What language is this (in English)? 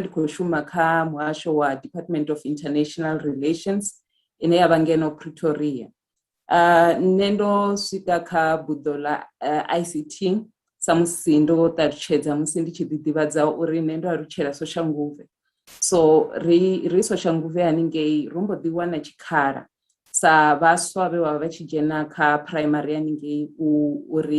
Venda